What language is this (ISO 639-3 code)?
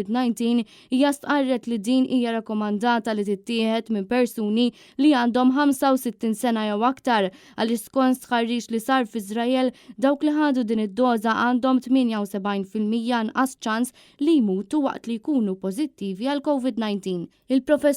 mlt